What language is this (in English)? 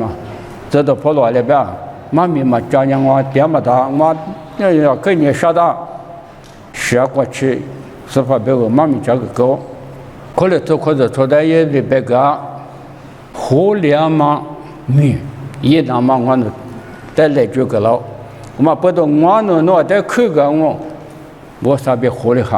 Lisu